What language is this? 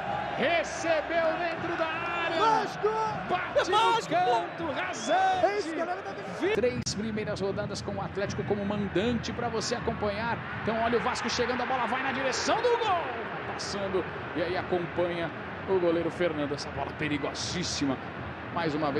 Portuguese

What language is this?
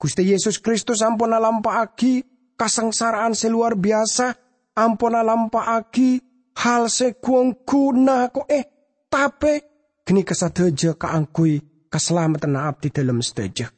Madurese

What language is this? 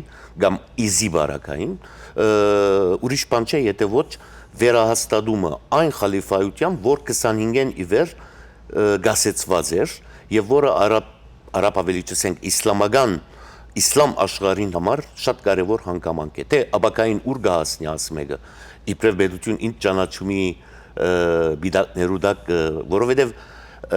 Western Armenian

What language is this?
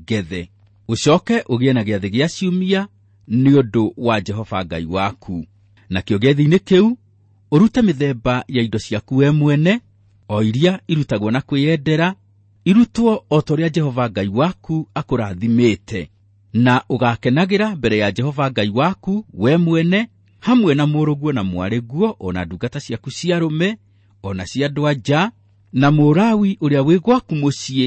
Kikuyu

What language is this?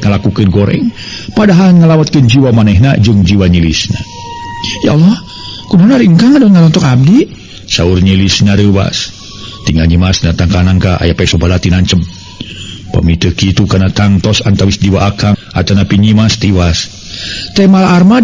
Sundanese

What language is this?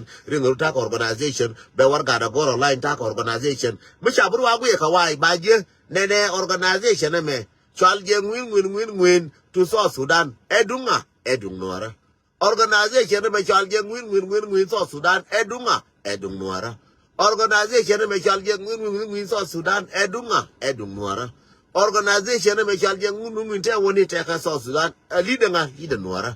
Nuer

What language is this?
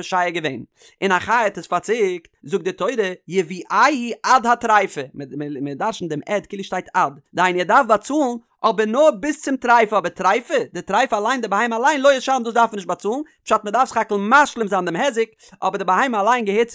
Yiddish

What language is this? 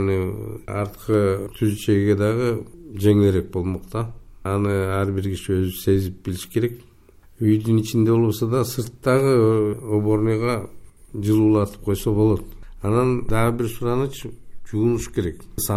Kyrgyz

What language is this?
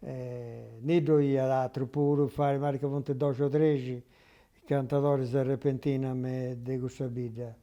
Sardinian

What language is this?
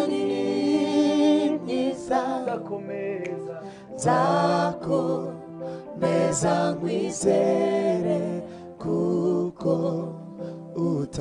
Kinyarwanda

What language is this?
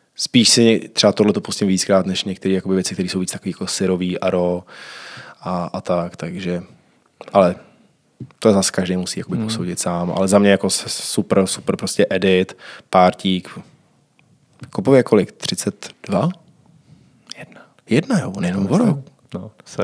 Czech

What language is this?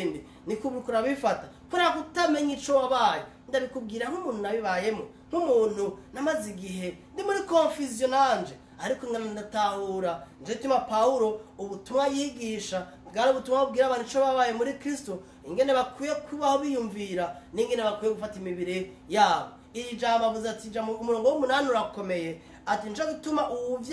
Rundi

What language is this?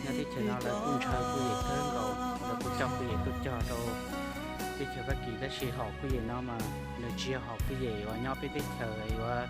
Hmong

